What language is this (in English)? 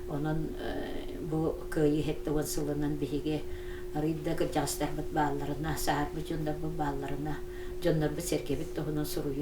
Yakut